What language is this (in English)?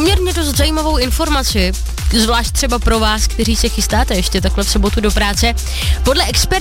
Czech